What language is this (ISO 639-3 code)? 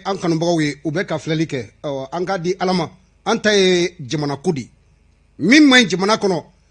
bam